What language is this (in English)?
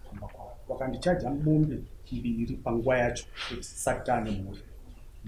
Shona